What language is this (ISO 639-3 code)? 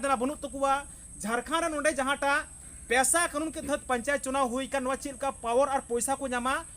sat